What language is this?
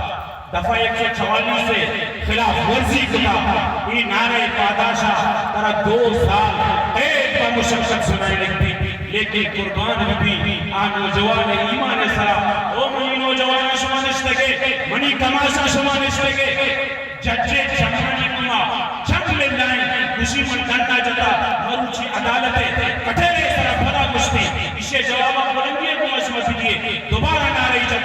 Baluchi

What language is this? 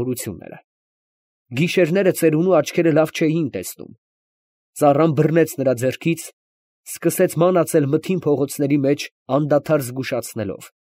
Armenian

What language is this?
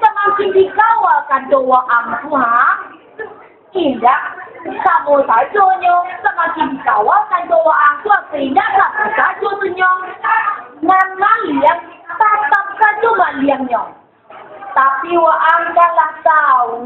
Minangkabau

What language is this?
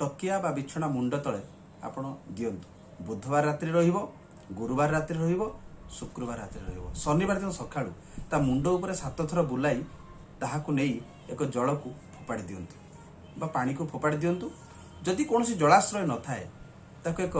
Odia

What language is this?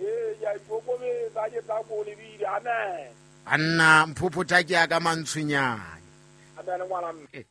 Southern Sotho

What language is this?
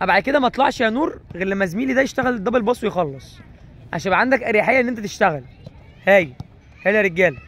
Egyptian Arabic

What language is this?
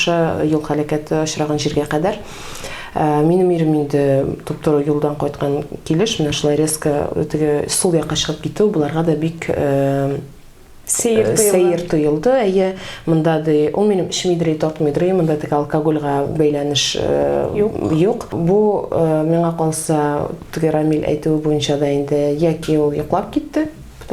Tatar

